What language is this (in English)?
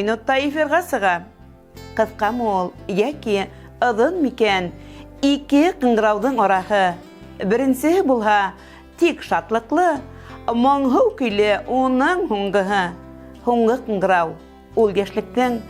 Bashkir